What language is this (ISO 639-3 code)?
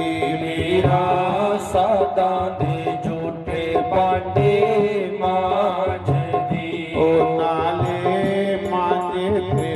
doi